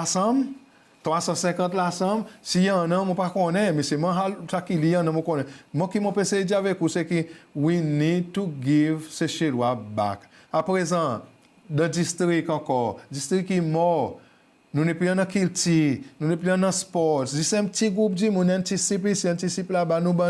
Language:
Seselwa Creole French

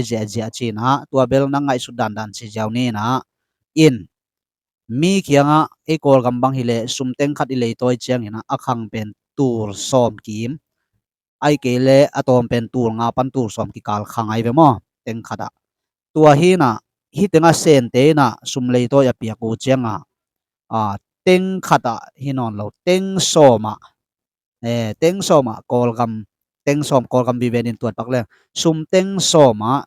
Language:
Tedim Chin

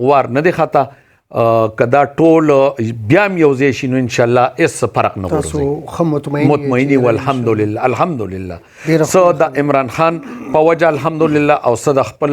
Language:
Pashto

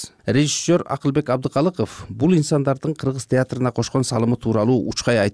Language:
Kyrgyz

